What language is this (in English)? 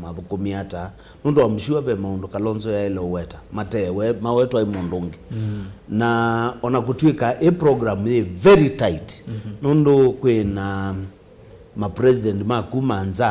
Kamba